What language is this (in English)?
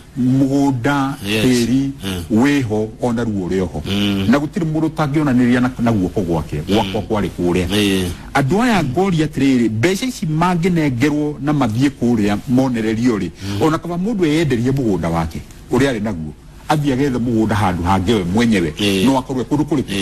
Kikuyu